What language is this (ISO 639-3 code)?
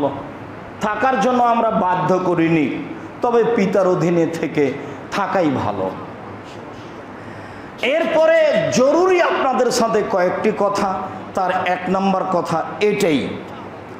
ben